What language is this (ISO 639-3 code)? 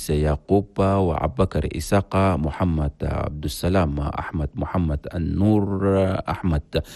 shu